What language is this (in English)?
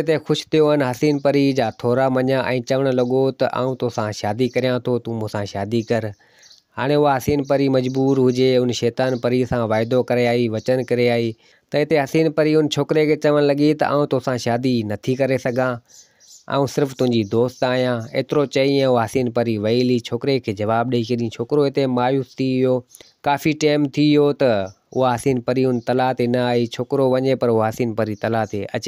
Sindhi